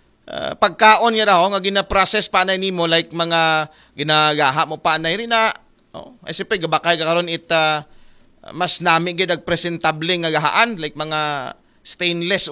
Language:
Aklanon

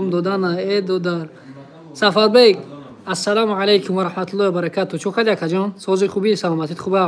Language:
Tajik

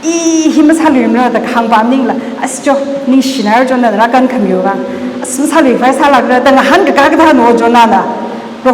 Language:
Tangkhul Naga (India)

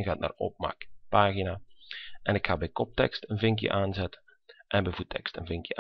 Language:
Dutch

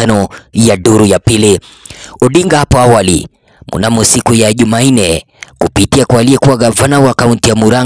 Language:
Swahili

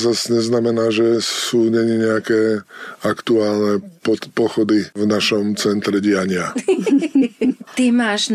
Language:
Slovak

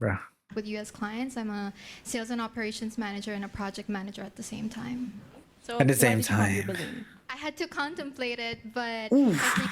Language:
Cebuano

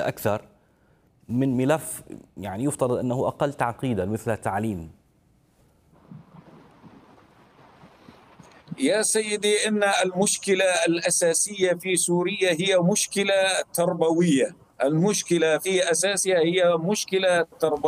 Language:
Arabic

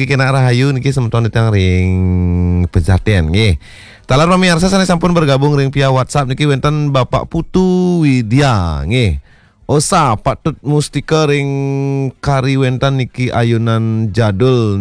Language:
Balinese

